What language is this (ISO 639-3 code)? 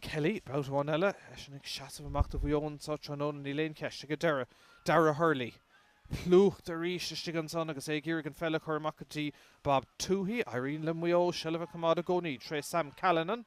gle